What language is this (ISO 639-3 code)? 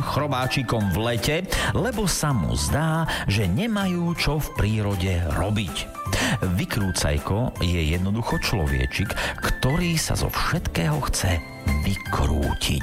slk